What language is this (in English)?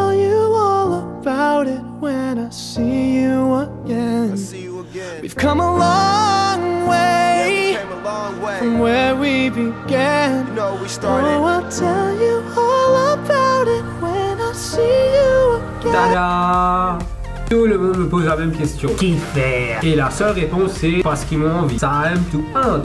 Morisyen